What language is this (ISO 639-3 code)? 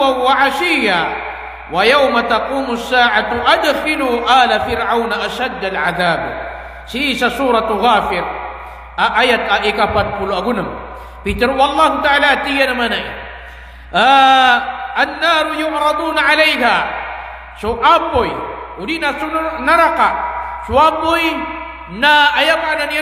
mrw